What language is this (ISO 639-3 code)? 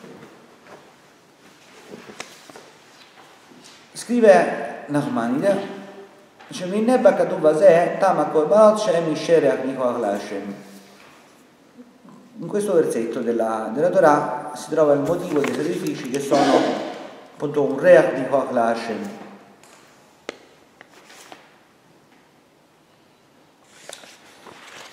ita